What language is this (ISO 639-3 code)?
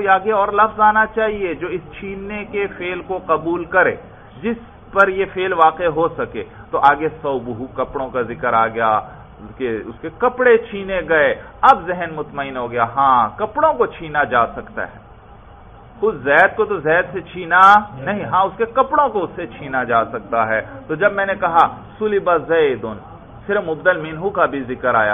urd